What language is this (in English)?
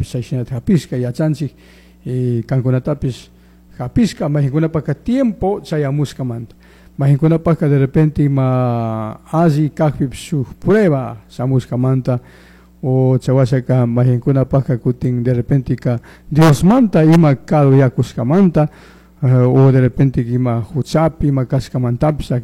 Chimborazo Highland Quichua